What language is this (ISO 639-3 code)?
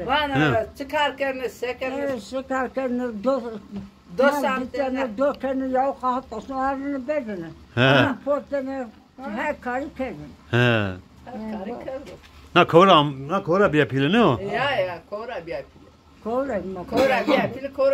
zza